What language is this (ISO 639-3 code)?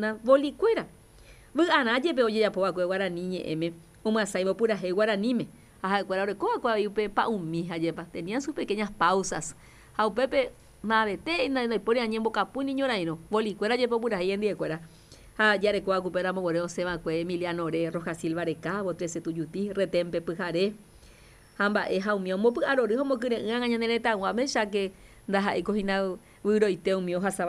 grn